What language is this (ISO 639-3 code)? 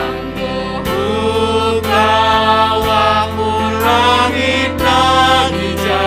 bts